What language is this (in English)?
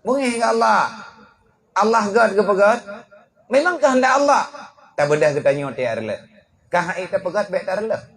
Achinese